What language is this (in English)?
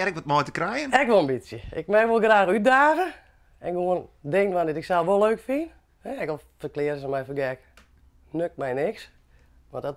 Western Frisian